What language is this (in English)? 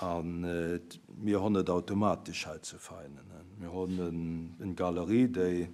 Luxembourgish